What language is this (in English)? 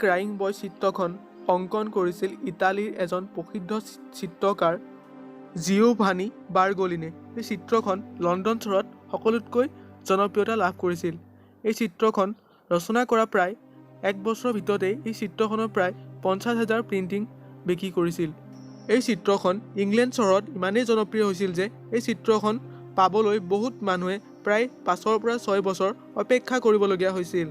Assamese